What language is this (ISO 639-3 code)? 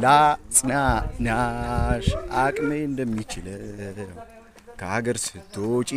amh